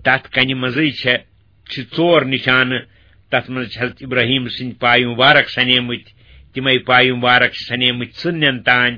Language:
Kashmiri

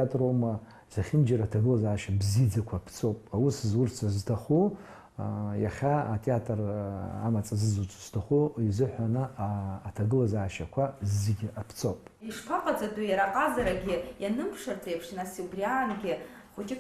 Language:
Abkhazian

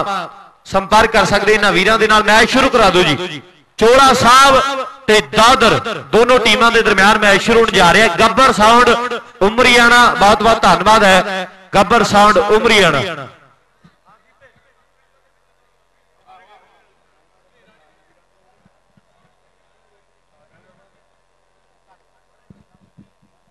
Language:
Punjabi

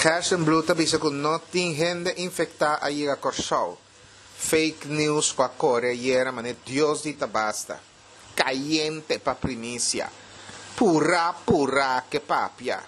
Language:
Papiamento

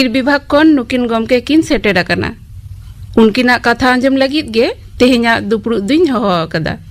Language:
Santali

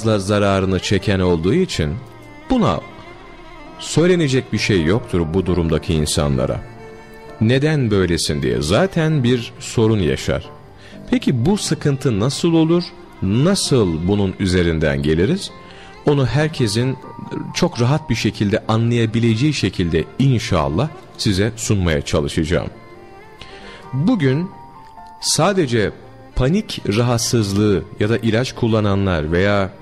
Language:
Turkish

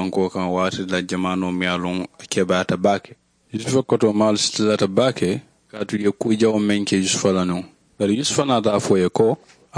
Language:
Mandingo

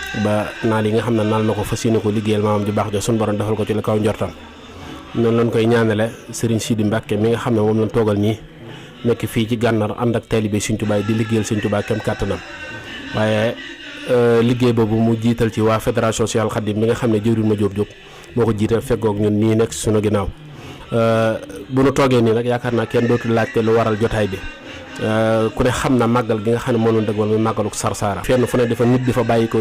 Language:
Wolof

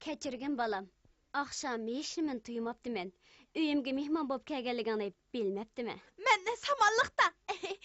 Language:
Uyghur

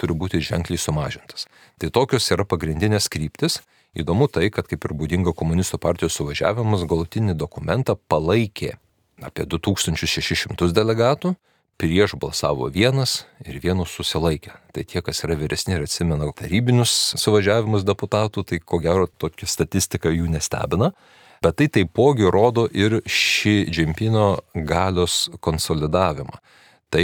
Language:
Lithuanian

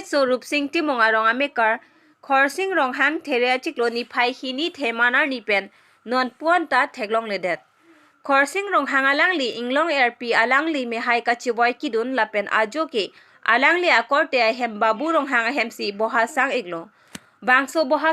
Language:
Karbi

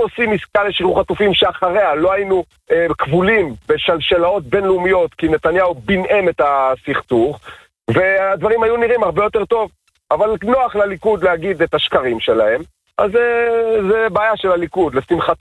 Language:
Hebrew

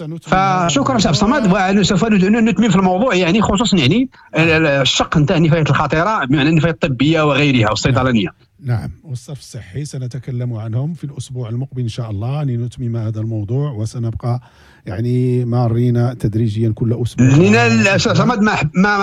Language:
Moroccan Arabic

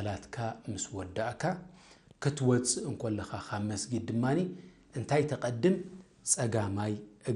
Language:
Tigrinya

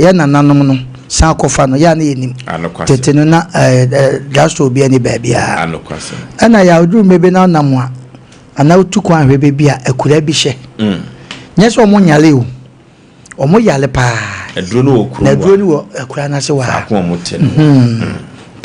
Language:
Akan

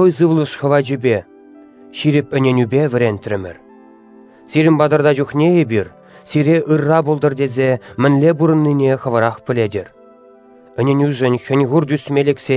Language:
Chuvash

